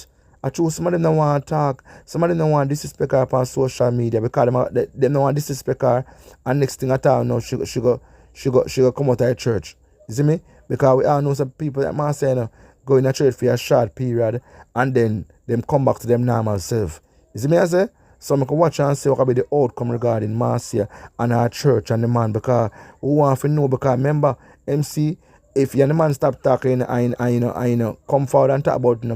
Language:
Jamaican Creole English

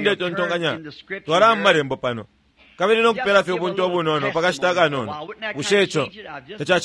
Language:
Bemba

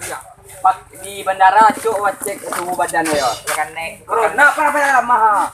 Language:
Minangkabau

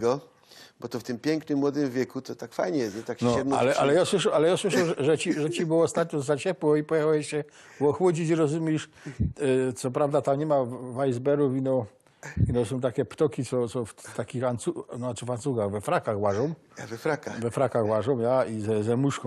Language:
Silesian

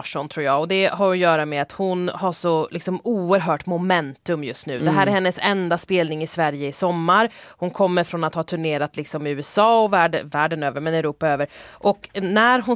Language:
Swedish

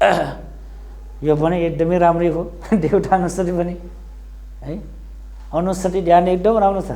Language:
Nepali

